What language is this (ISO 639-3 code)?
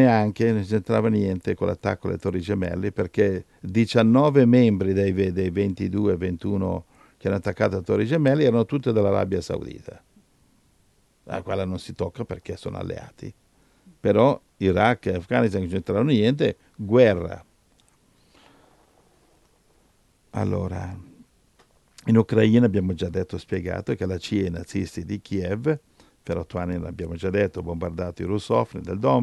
ita